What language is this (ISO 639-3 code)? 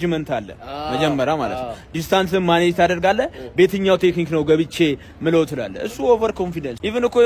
amh